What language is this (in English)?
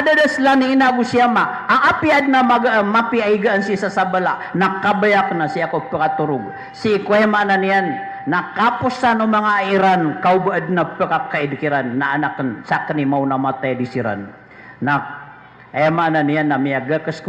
Maranao